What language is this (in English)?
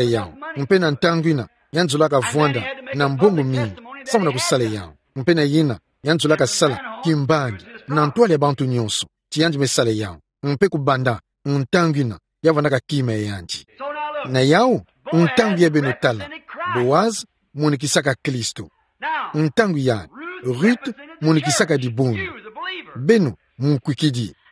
Kituba (Democratic Republic of Congo)